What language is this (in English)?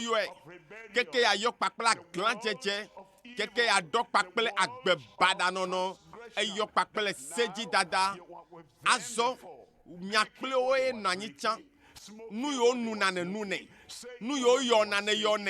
Ewe